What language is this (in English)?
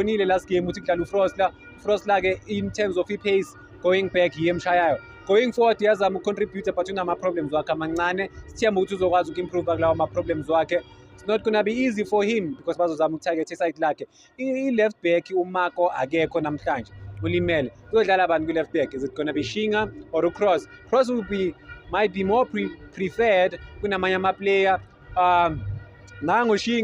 Zulu